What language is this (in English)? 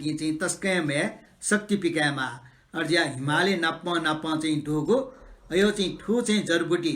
Newari